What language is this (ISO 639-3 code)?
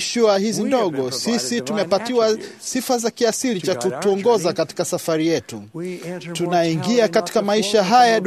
swa